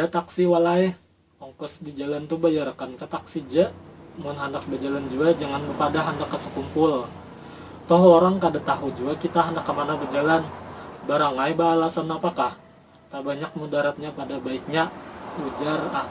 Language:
Banjar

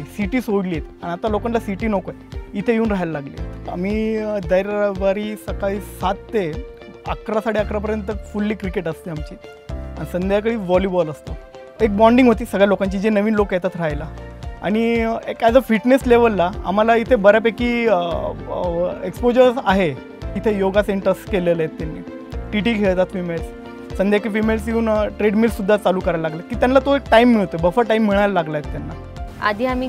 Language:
Marathi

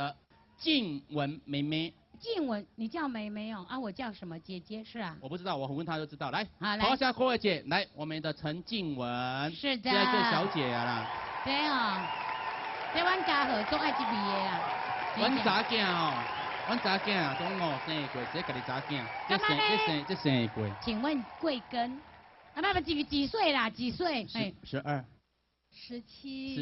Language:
Min Nan Chinese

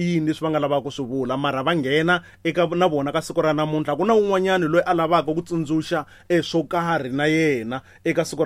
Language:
Tsonga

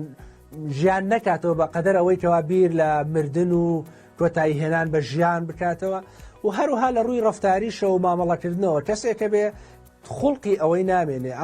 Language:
Central Kurdish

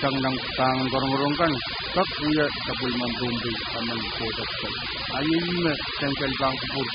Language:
Pohnpeian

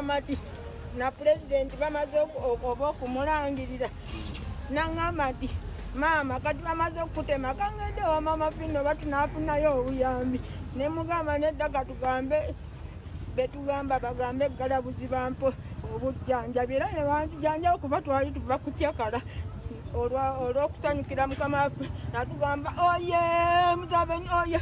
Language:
Ganda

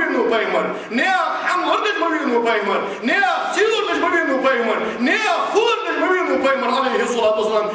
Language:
Ingush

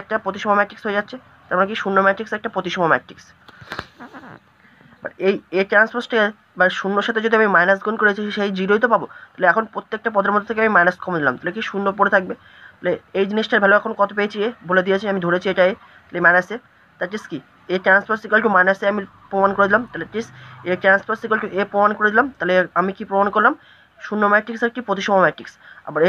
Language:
Bangla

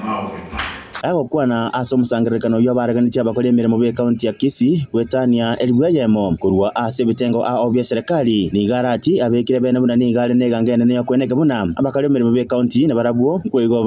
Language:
Gusii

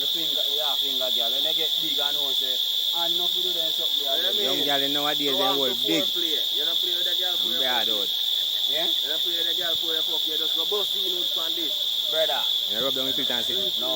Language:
Jamaican Creole English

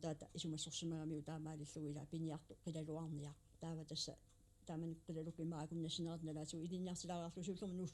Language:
Kalaallisut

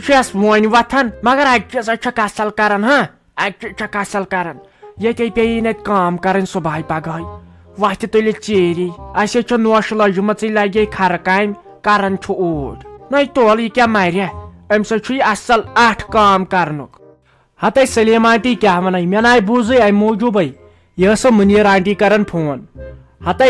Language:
Kashmiri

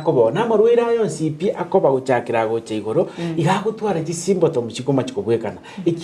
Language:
Gusii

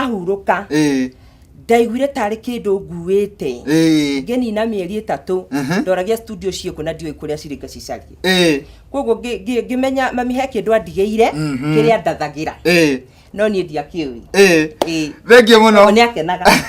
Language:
Kikuyu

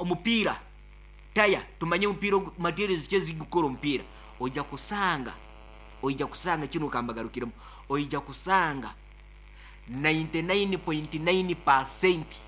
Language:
Nyankole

